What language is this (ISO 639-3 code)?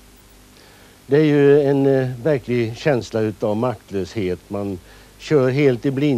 swe